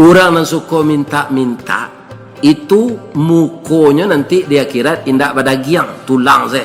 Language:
Minangkabau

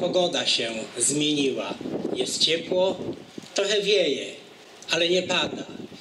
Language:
Polish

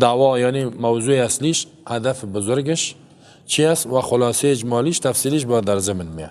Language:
Persian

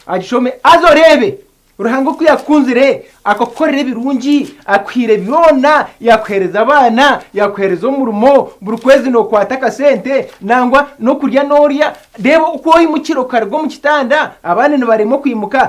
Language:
Nyankole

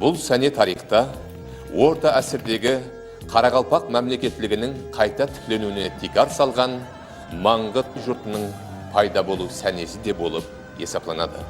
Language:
Kara-Kalpak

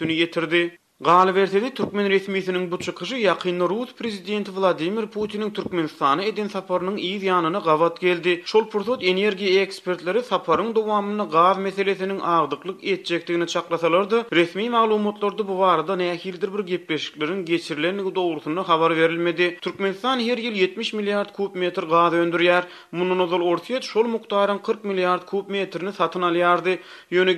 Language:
Turkmen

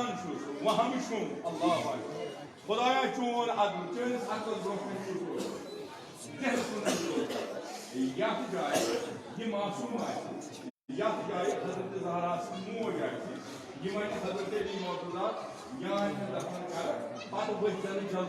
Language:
Kashmiri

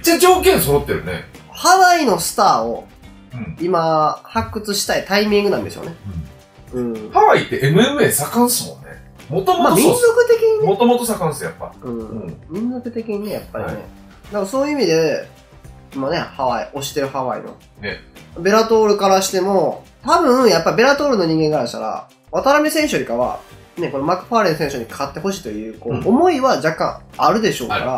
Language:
Japanese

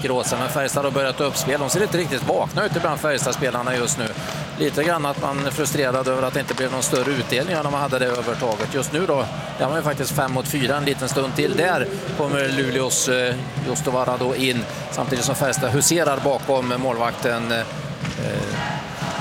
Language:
Swedish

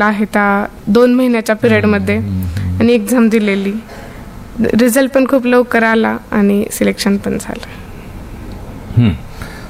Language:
Marathi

